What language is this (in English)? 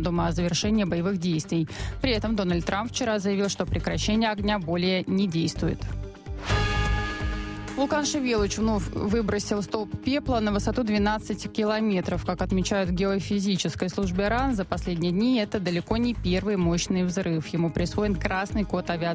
Russian